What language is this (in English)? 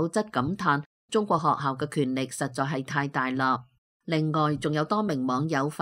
Cantonese